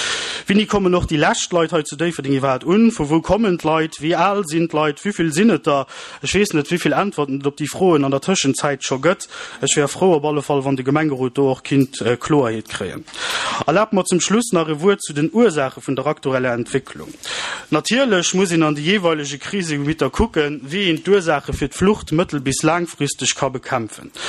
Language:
Luxembourgish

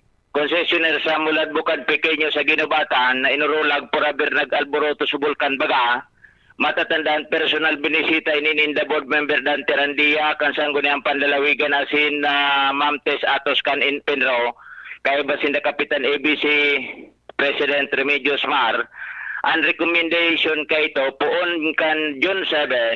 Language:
Bikol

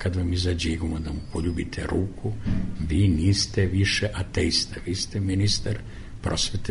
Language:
Serbian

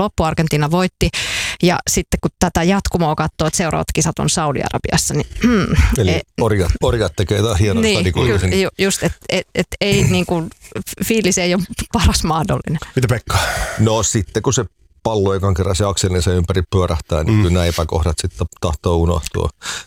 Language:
Finnish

